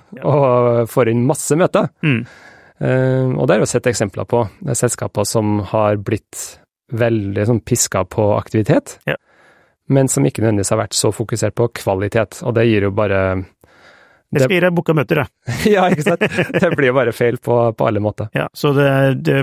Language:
Norwegian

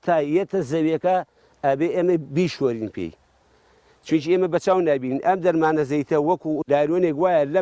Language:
Central Kurdish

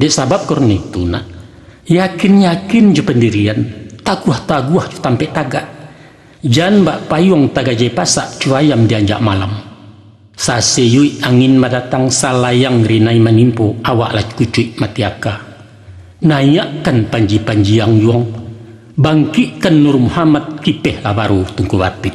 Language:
Minangkabau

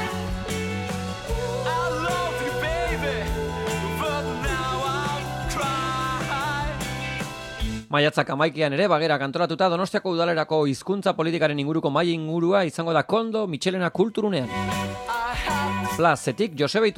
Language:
Basque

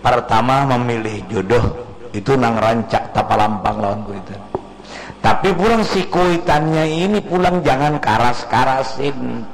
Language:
Banjar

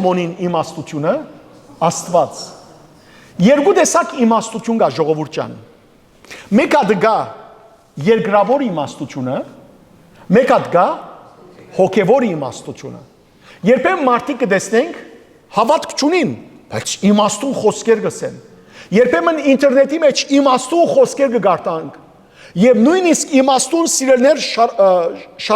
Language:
Western Armenian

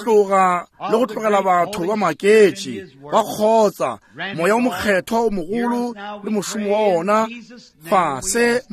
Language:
Northern Sotho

